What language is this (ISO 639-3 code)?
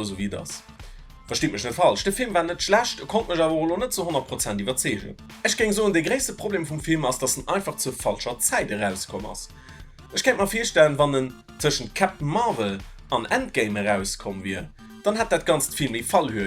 ltz